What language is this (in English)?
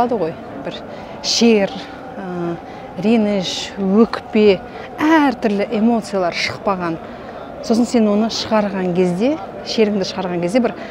Kazakh